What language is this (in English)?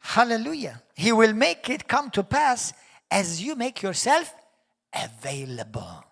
English